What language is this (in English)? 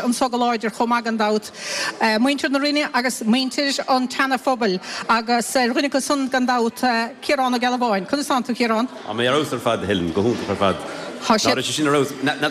Irish